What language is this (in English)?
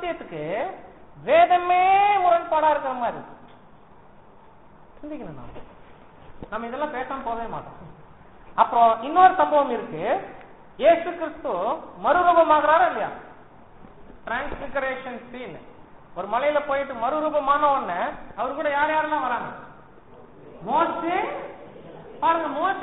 Tamil